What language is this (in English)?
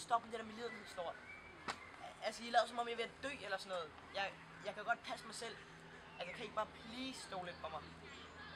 Danish